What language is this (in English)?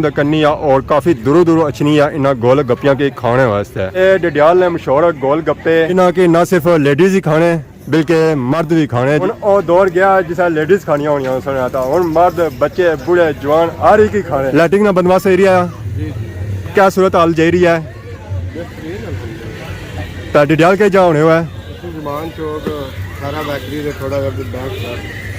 Pahari-Potwari